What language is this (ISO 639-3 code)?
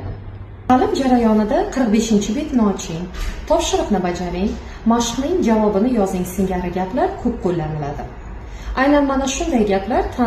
uzb